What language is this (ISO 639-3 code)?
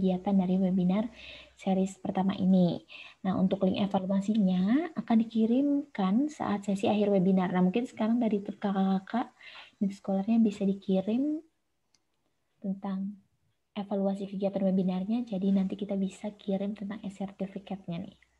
ind